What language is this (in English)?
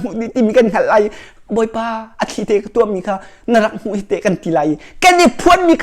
Hakha Chin